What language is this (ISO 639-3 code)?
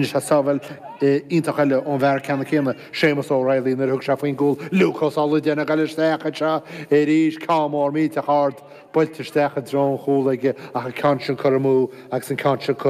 gle